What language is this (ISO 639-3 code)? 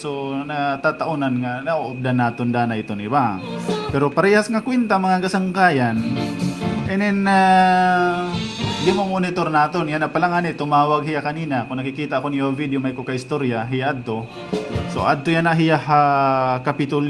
war